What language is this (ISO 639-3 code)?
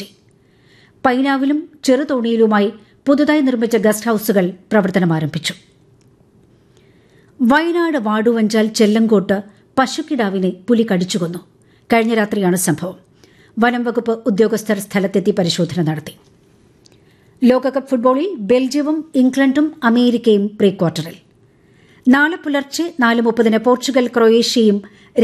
mal